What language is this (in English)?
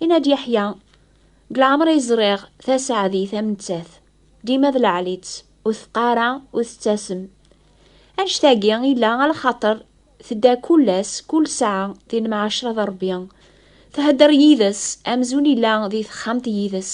Kabyle